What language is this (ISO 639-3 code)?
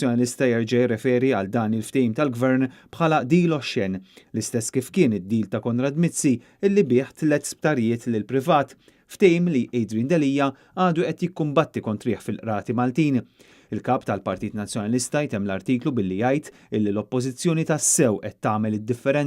mlt